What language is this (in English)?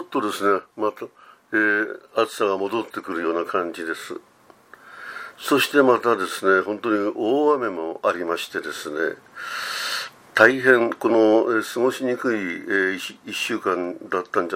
Japanese